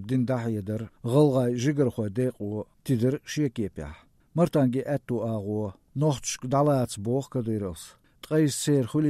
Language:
Chechen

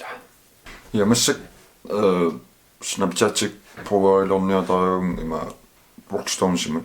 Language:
Kalaallisut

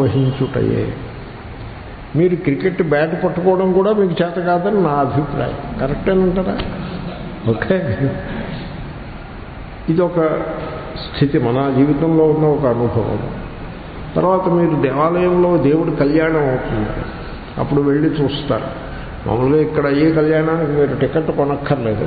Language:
Telugu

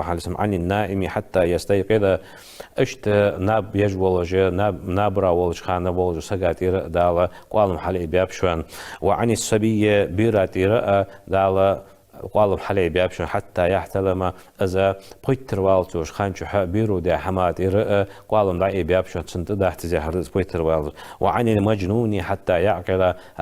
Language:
Ingush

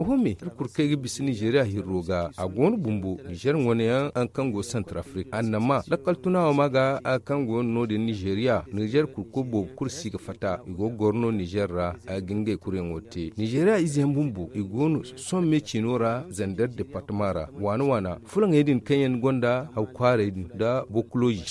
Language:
Zarma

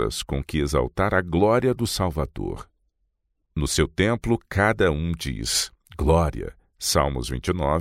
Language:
Portuguese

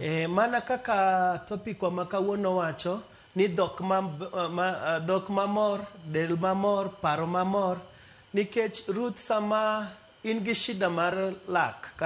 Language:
Luo (Kenya and Tanzania)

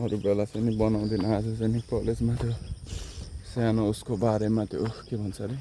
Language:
Nepali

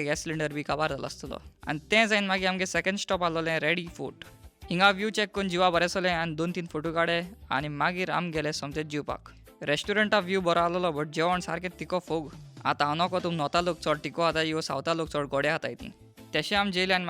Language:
Konkani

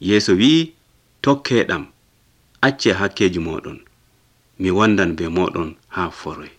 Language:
Nigerian Fulfulde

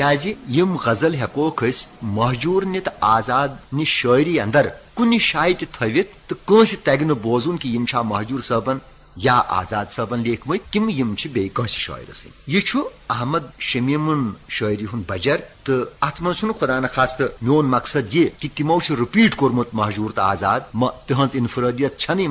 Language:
Kashmiri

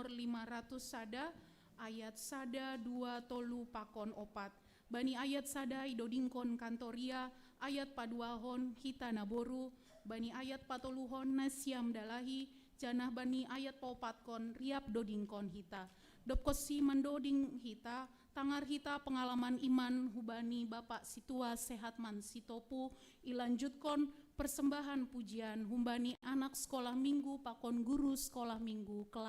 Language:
Batak Simalungun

